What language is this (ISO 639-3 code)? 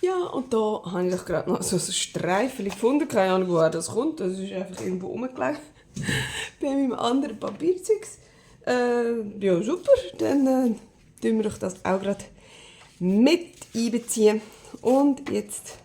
gsw